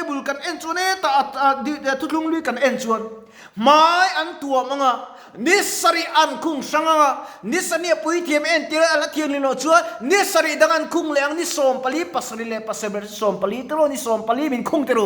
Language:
Mizo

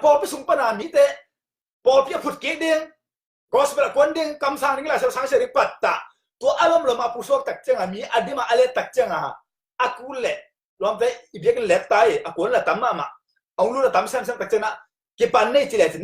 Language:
Tedim Chin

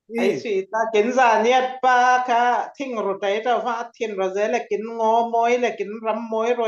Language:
Falam Chin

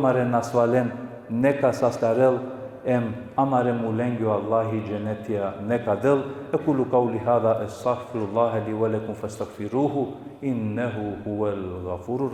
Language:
Balkan Romani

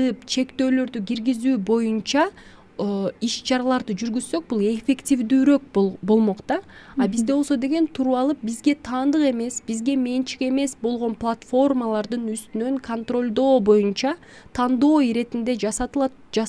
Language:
Kyrgyz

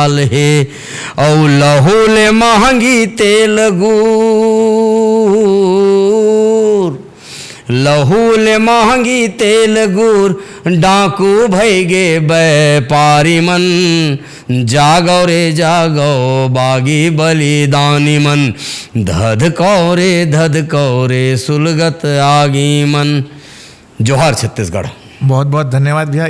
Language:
Chhattisgarhi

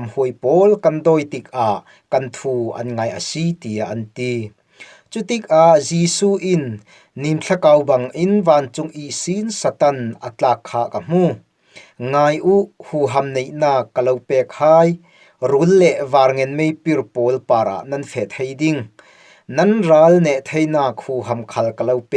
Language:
Falam Chin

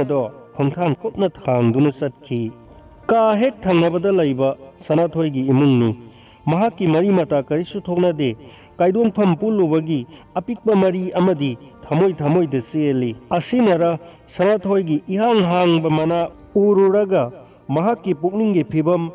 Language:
Manipuri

